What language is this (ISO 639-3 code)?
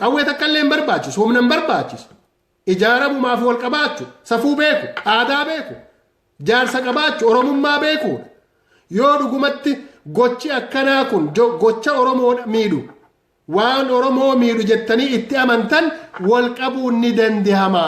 orm